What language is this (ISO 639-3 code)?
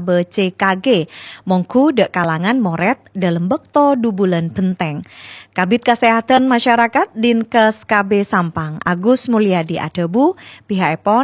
mad